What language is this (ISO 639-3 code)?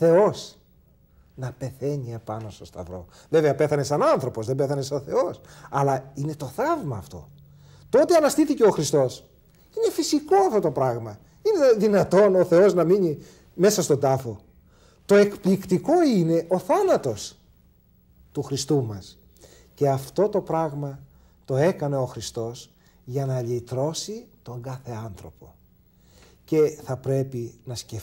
ell